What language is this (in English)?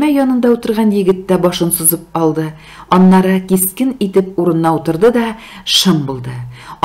Tatar